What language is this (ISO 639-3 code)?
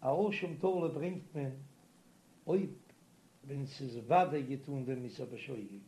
yid